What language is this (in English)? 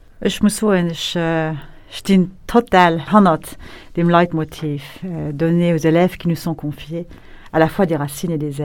Luxembourgish